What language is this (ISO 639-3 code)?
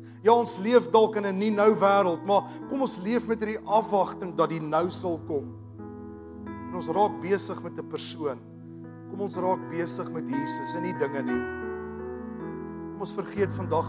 afr